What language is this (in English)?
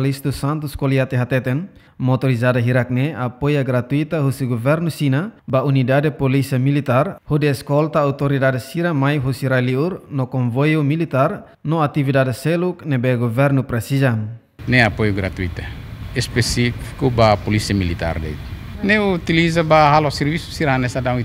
Tetum